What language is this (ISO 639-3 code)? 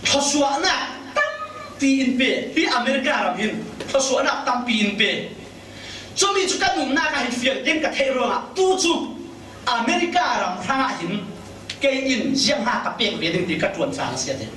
cfm